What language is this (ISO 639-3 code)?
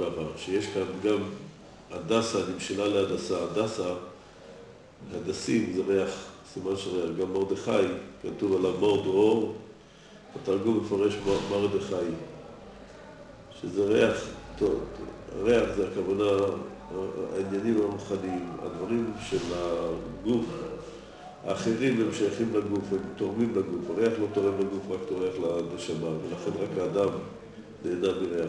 heb